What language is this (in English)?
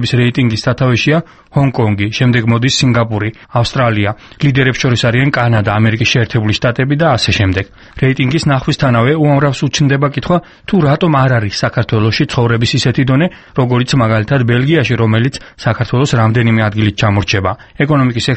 Georgian